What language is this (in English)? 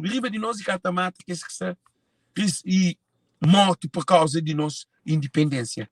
Kabuverdianu